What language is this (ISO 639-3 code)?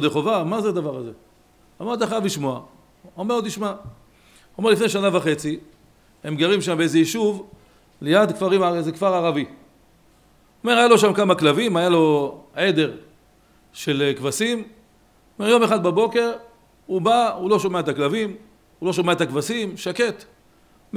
heb